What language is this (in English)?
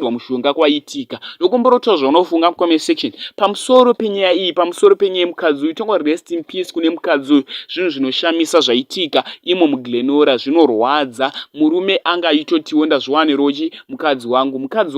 Shona